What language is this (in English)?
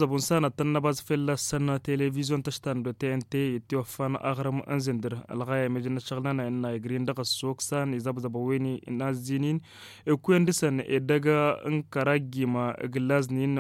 Tamasheq